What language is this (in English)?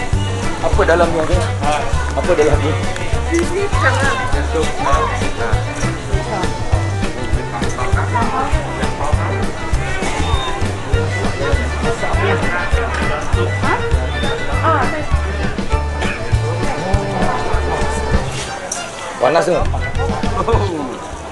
Malay